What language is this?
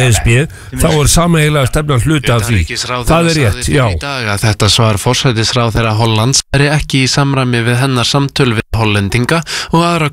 Icelandic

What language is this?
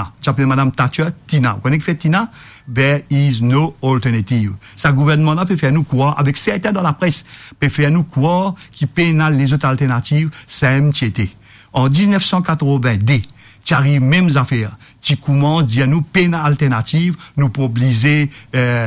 Morisyen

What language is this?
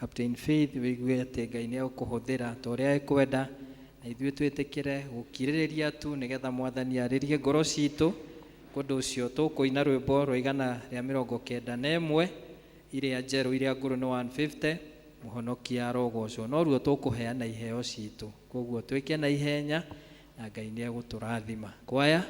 Kikuyu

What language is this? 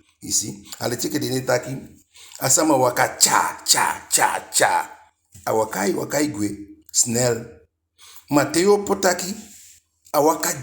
Eastern Maroon Creole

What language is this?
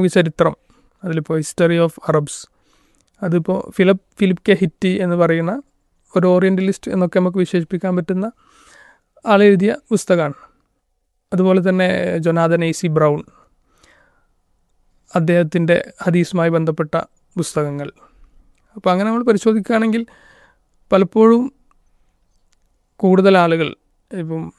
Malayalam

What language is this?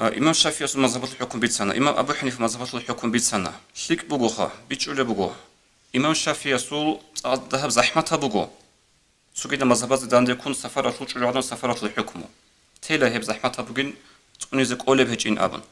Avaric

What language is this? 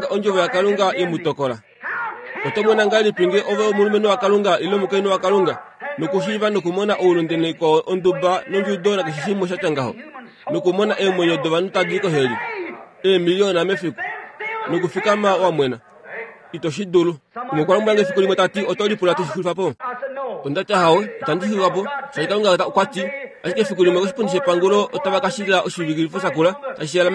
Kuanyama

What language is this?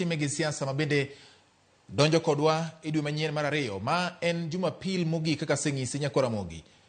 Luo (Kenya and Tanzania)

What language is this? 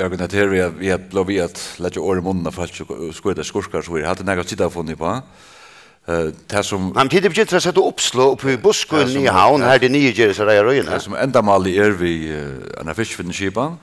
Faroese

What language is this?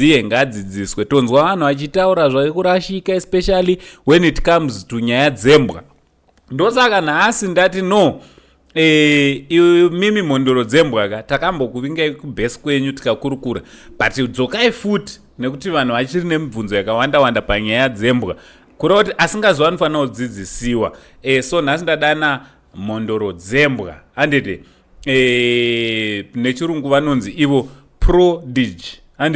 Shona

